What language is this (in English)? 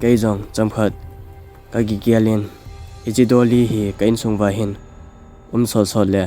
Thado Chin